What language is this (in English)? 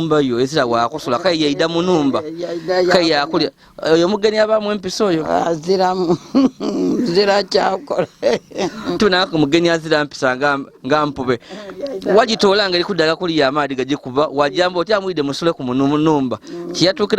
Ganda